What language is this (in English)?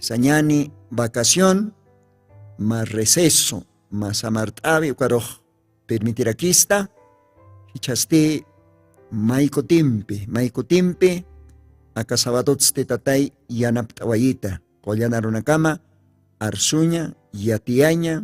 Aymara